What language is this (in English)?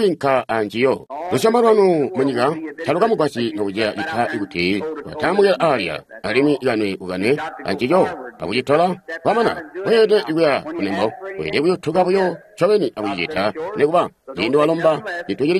Tonga (Zambia)